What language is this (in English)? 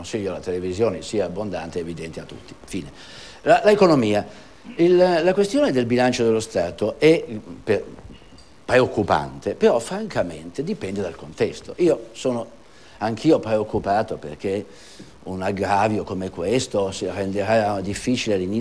Italian